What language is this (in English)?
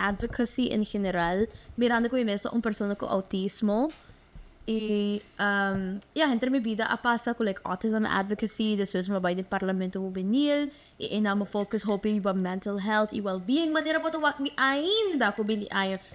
Papiamento